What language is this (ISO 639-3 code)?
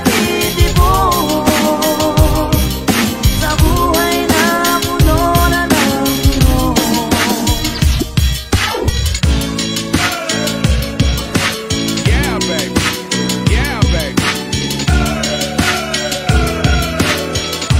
fil